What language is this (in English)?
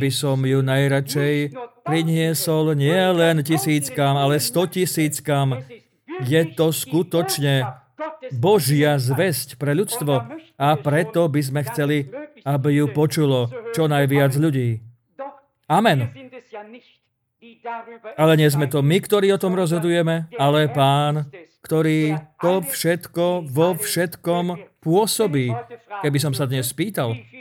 Slovak